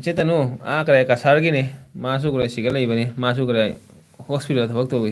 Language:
Manipuri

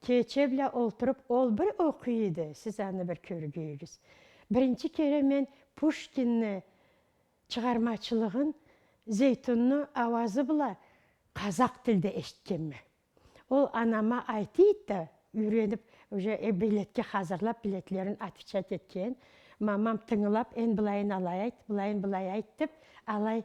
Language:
Karachay-Balkar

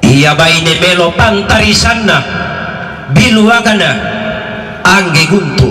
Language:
Toraja-Sa'dan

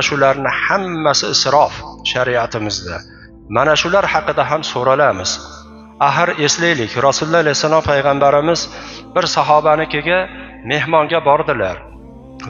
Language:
Uzbek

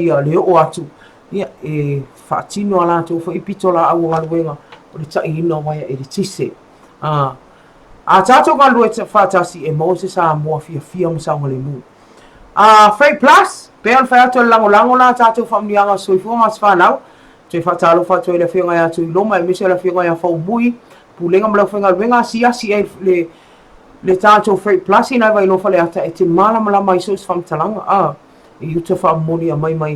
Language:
Samoan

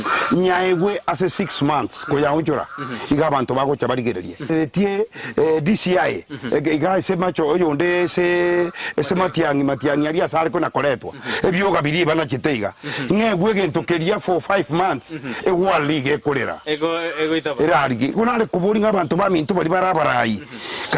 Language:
Gusii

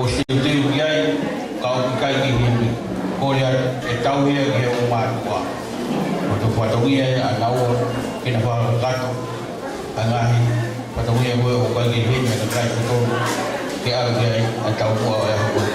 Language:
Tongan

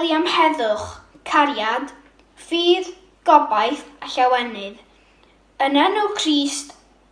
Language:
Welsh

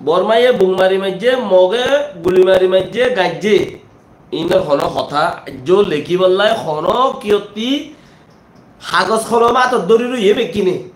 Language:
Rohingya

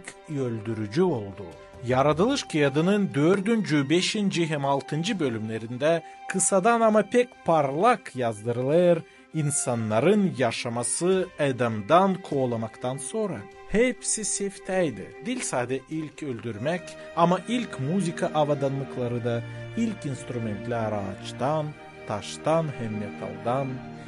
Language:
Gagauz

